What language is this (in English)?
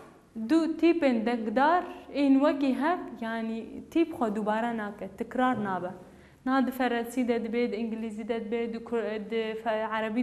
Kurdish